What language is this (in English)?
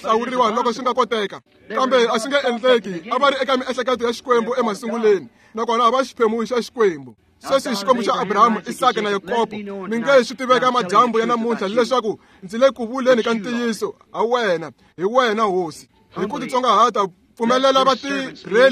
Tsonga